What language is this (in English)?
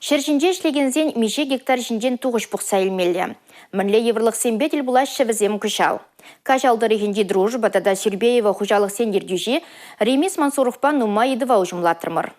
Chuvash